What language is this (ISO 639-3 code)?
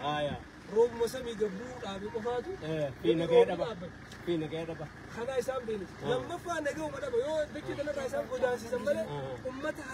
orm